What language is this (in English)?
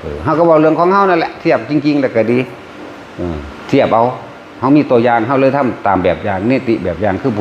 Northeastern Thai